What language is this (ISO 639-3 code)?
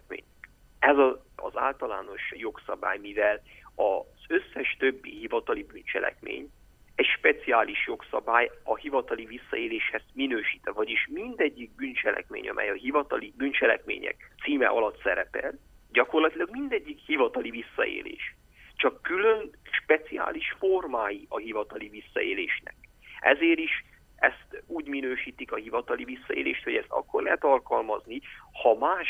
hun